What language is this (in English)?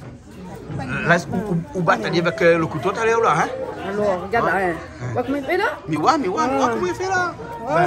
Réunion Creole French